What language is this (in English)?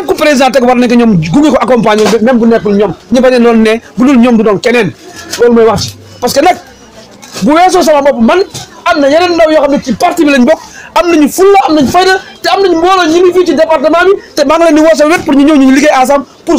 Wolof